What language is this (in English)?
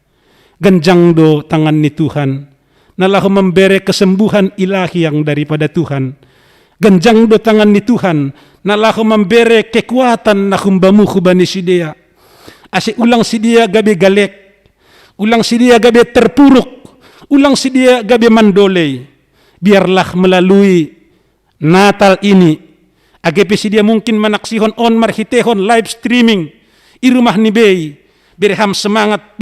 Batak Simalungun